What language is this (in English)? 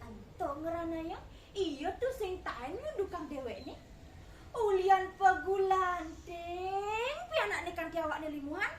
Balinese